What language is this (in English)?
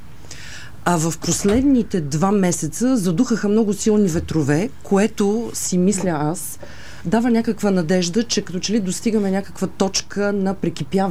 Bulgarian